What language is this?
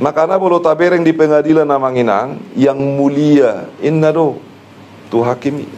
Batak Toba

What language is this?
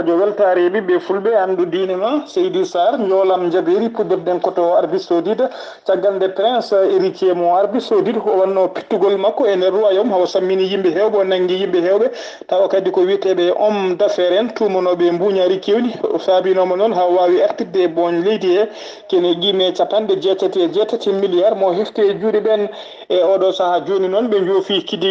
Fula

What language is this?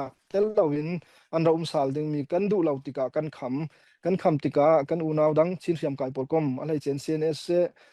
Falam Chin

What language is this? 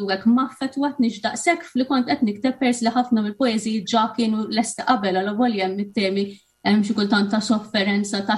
Maltese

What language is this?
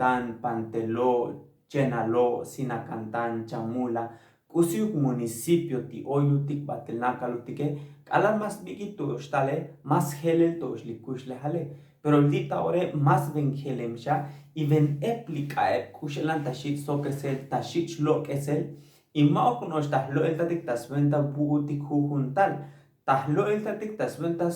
Tzotzil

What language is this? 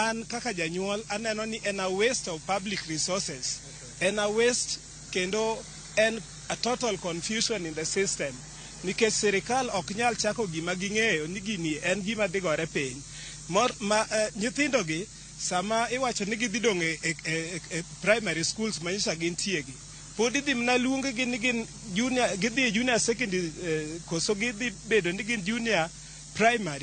Luo (Kenya and Tanzania)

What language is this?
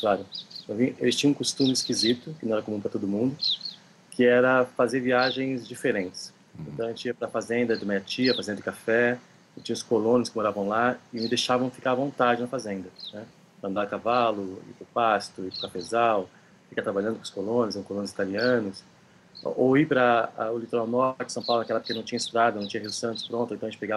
Portuguese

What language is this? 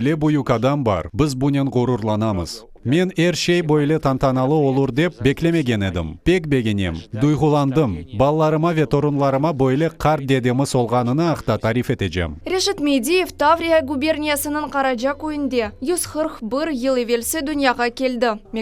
Crimean Tatar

